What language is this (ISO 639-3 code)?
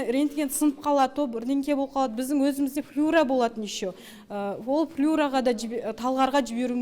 kaz